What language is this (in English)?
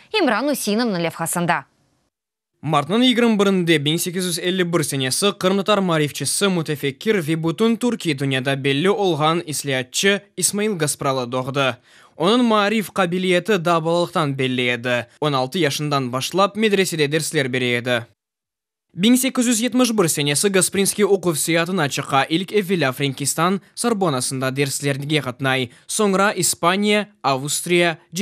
Crimean Tatar